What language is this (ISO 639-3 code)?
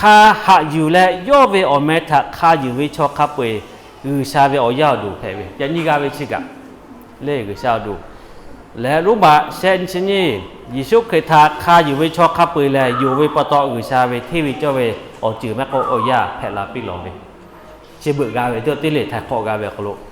lhu